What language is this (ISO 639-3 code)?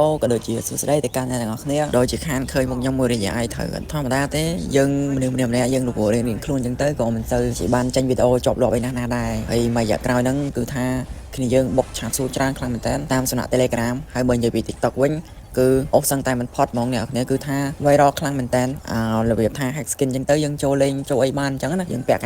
khm